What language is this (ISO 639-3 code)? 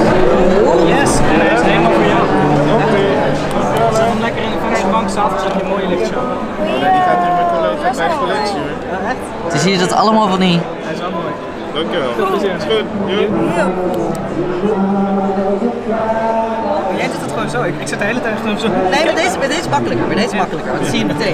nld